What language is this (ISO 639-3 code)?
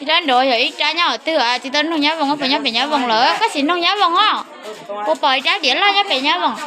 hmn